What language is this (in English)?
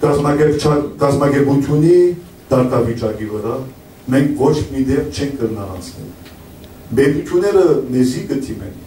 Western Armenian